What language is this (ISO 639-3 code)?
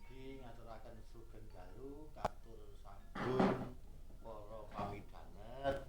jav